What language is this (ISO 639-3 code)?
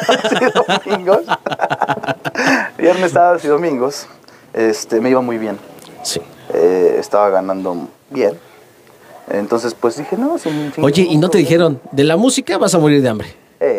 spa